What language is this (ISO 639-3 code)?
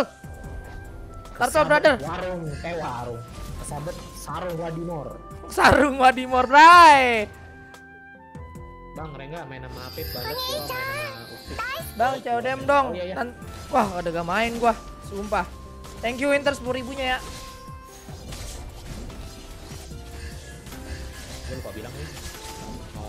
ind